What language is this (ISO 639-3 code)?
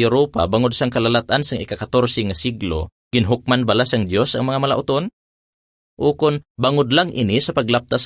hil